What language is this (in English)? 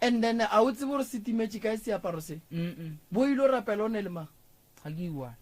Northern Sotho